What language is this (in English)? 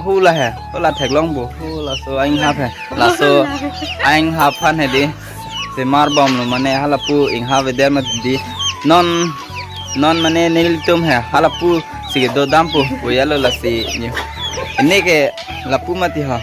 Karbi